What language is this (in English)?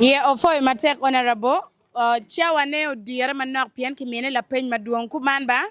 Acoli